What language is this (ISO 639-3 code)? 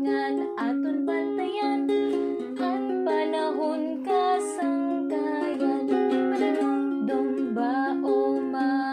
war